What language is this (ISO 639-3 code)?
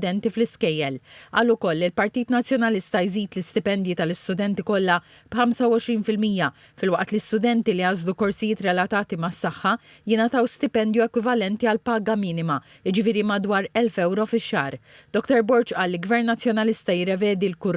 mlt